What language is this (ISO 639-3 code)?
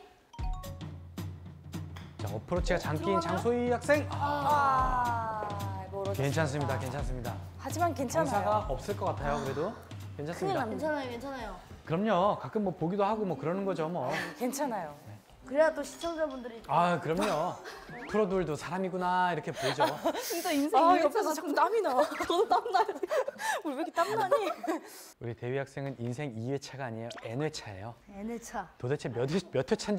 kor